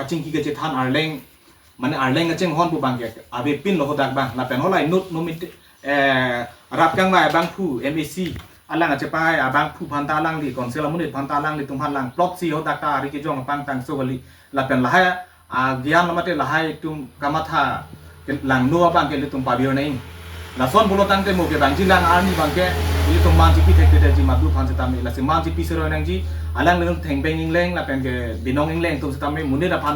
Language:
Karbi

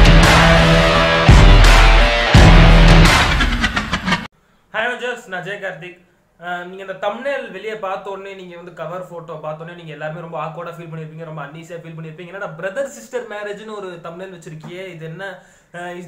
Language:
Tamil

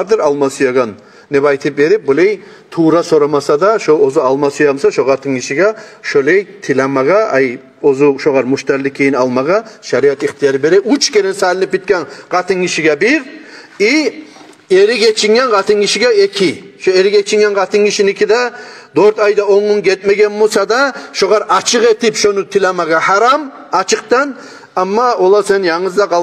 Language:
Kumyk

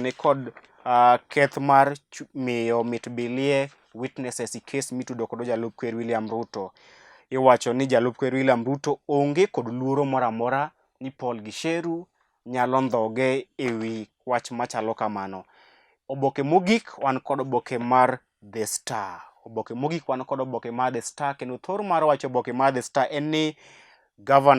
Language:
Luo (Kenya and Tanzania)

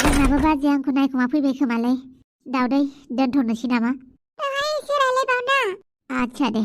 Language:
Bodo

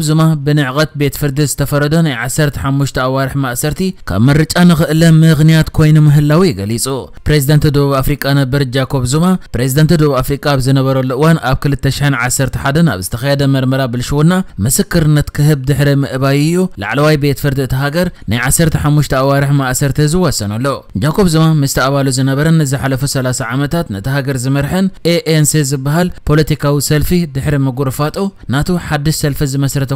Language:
Tigrinya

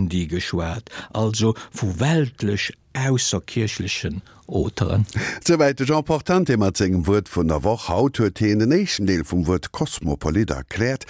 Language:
Luxembourgish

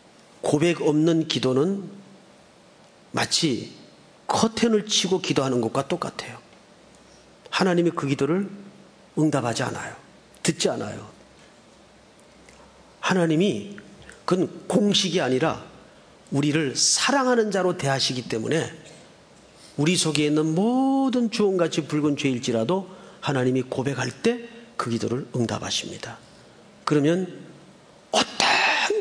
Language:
Korean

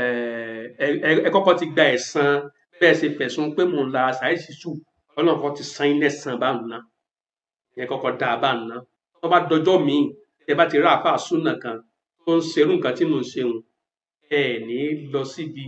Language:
Yoruba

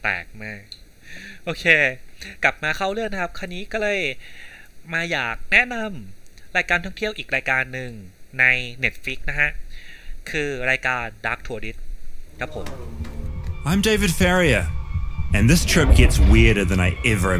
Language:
Thai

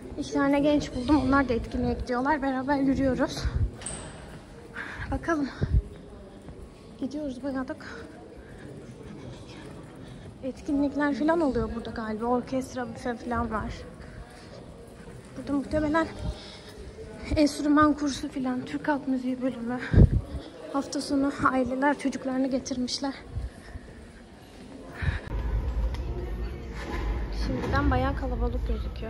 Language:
Turkish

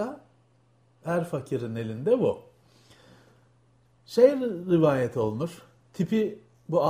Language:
Turkish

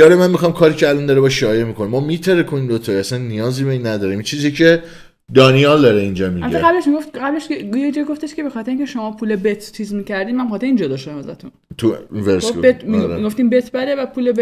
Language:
Persian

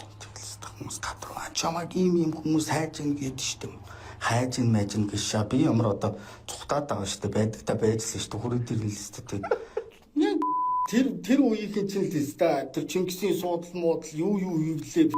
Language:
Mongolian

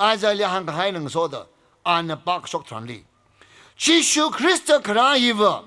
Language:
Tangkhul Naga (India)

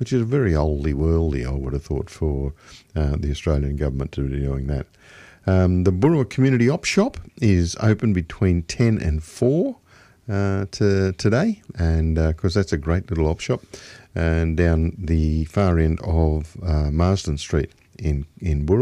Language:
English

